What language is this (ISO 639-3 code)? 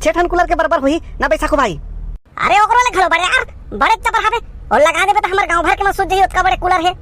hne